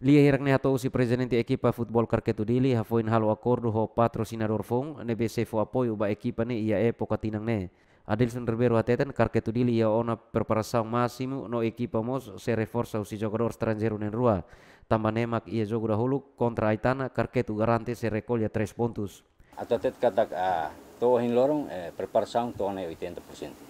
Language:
Tetum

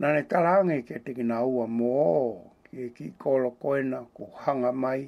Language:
Tongan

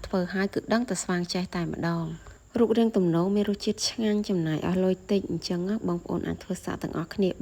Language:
Khmer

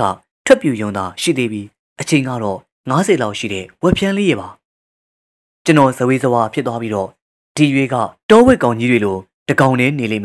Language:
Burmese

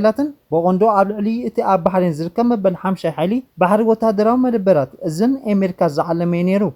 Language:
Tigrinya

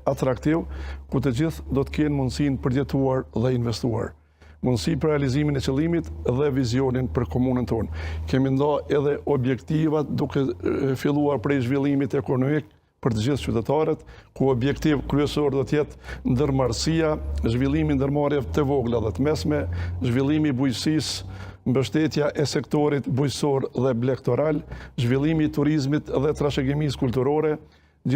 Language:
Albanian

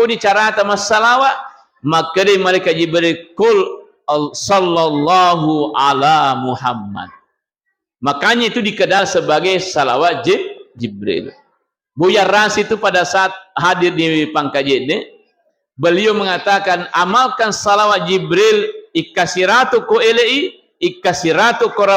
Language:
Buginese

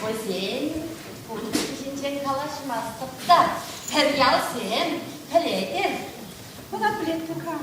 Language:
Chuvash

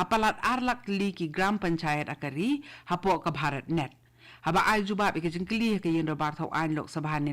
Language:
Khasi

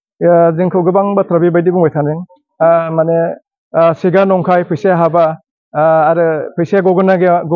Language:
Bodo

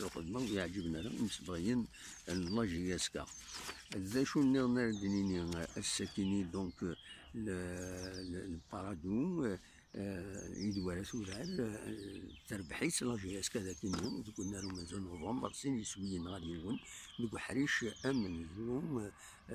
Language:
Kabyle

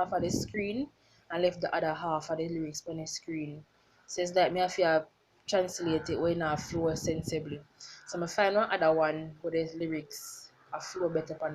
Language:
Jamaican Creole English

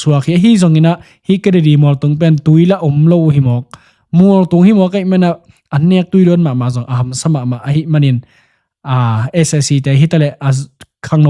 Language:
Tedim Chin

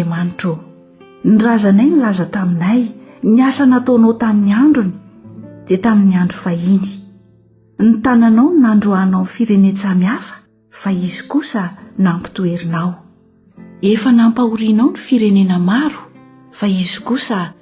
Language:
Malagasy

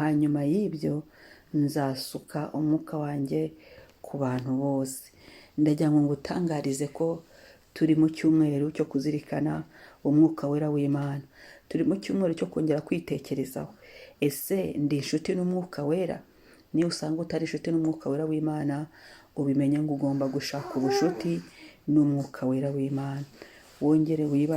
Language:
Kinyarwanda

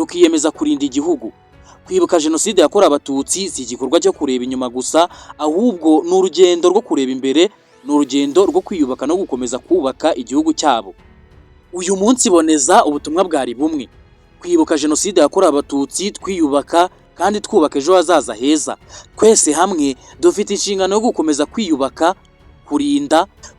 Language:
Kinyarwanda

